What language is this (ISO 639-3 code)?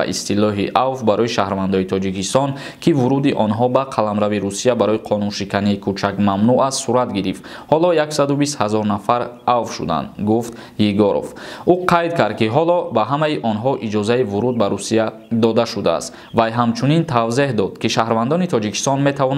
tgk